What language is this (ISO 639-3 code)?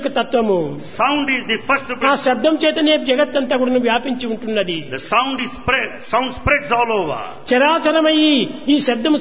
tel